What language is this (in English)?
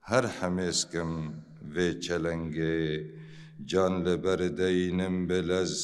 Kurdish